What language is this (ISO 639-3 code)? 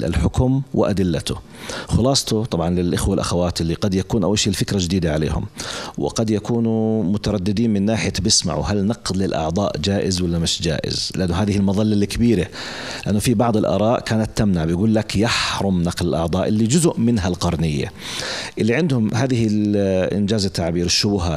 apc